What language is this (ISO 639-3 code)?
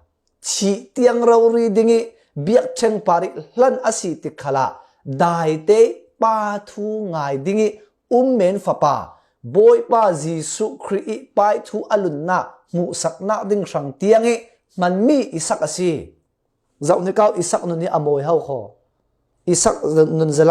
cfm